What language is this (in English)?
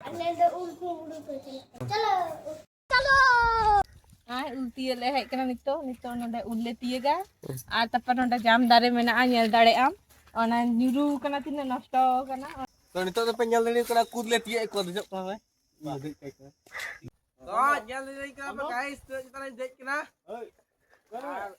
Santali